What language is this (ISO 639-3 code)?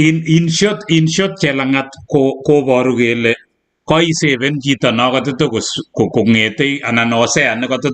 kln